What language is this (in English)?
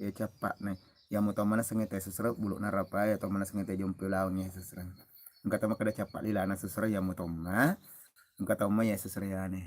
Buginese